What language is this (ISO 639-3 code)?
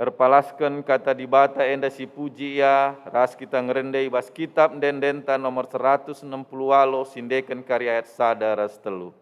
btx